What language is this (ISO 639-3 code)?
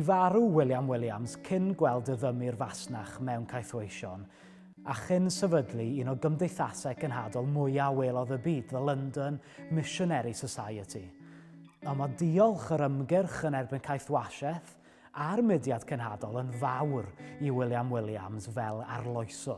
cym